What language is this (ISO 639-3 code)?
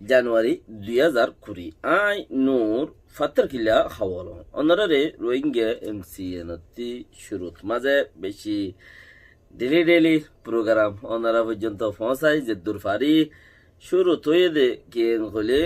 rhg